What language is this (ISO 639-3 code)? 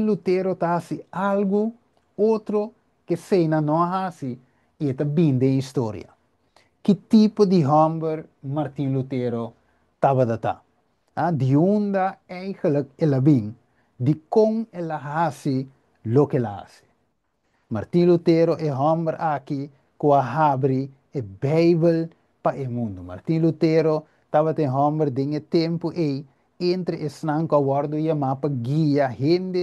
pap